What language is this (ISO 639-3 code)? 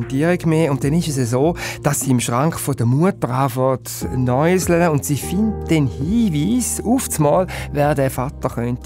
gsw